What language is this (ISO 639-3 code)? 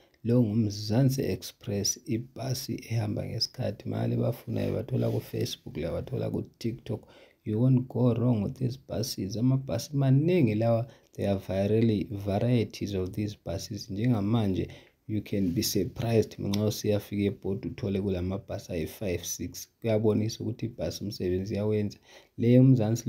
nde